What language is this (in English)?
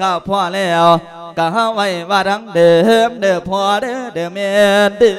Lao